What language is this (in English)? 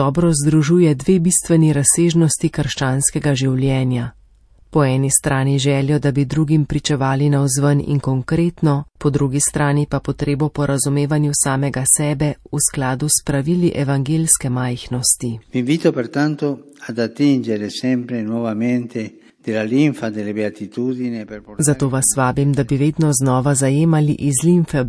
Slovenian